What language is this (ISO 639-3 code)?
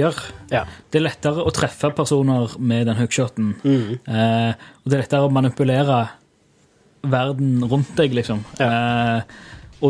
nor